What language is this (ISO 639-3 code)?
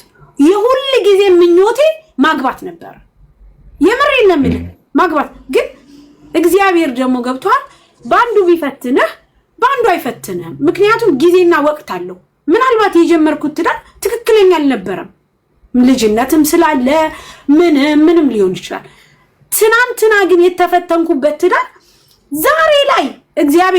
amh